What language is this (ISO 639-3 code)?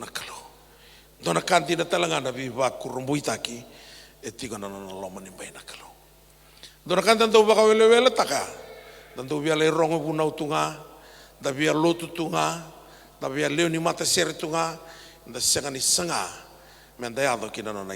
fij